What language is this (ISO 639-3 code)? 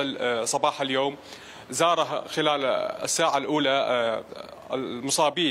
acm